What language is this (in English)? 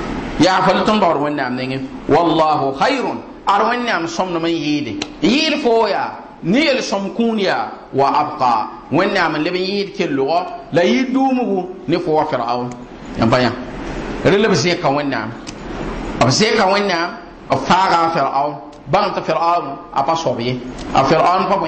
Mossi